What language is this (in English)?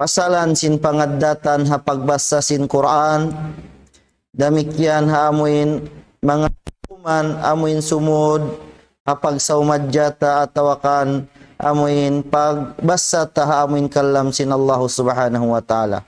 Tausug